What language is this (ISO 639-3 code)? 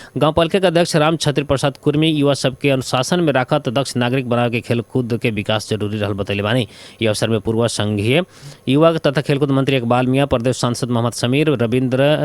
bho